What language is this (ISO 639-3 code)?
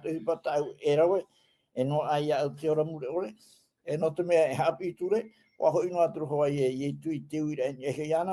tah